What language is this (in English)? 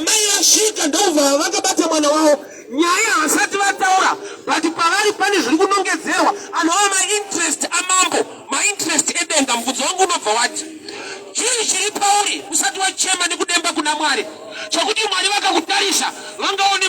Shona